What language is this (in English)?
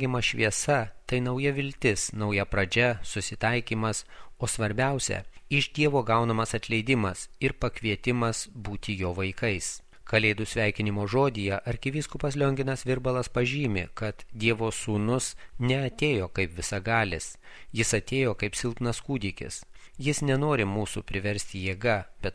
Lithuanian